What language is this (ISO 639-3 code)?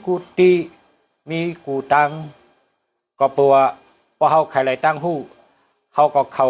shn